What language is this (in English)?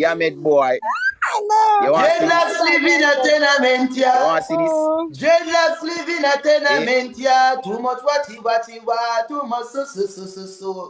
Jamaican Creole English